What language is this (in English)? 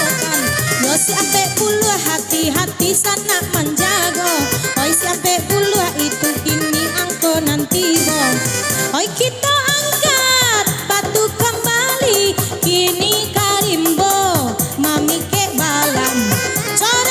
Minangkabau